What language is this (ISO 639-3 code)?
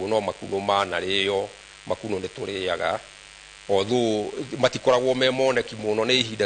kik